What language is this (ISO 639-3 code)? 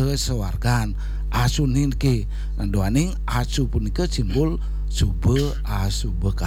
ban